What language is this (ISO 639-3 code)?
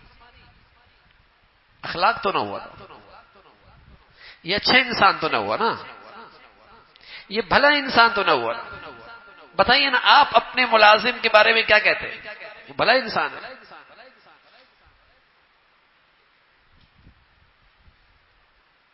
urd